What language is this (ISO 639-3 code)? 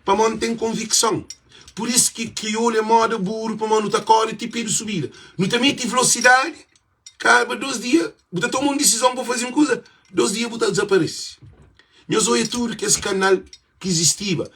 kea